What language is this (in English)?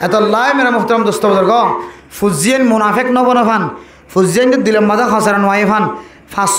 Rohingya